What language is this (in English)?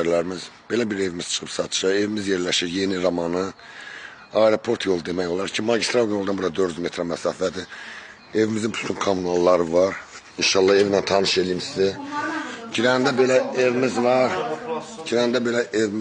Azerbaijani